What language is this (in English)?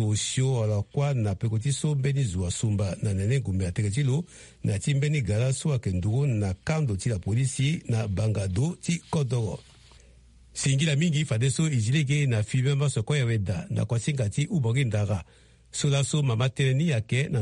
Sango